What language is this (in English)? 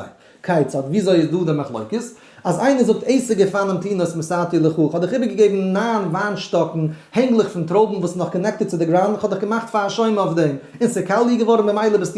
Yiddish